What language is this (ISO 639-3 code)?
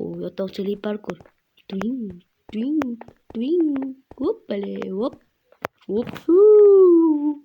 uzb